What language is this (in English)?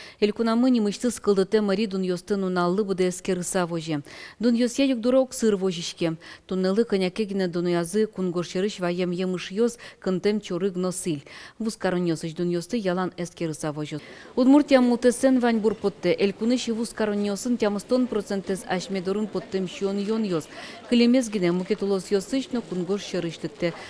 Udmurt